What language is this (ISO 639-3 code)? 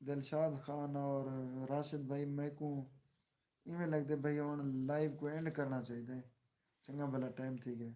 skr